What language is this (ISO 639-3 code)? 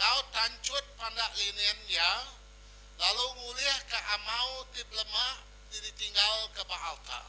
iba